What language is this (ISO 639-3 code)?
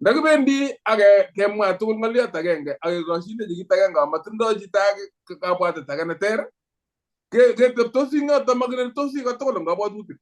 kln